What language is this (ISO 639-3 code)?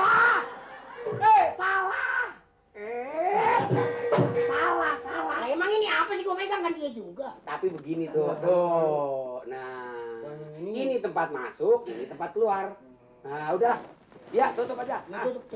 bew